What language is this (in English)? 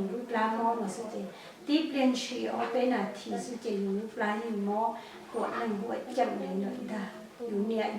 Hmong